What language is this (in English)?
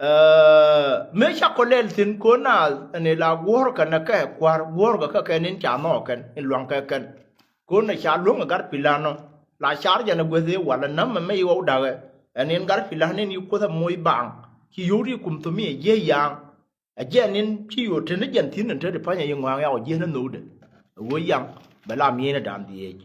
Nuer